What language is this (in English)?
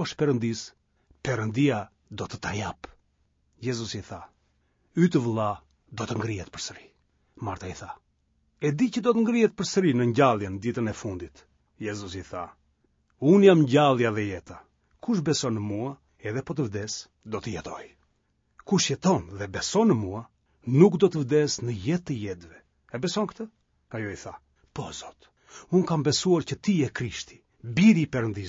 Albanian